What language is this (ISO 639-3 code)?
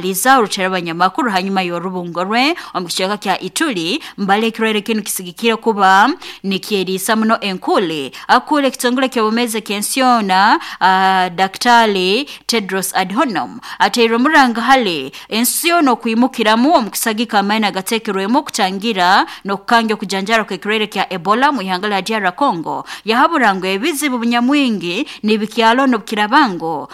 nyo